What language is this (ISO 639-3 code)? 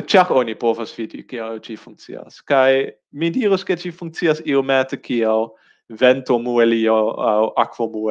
epo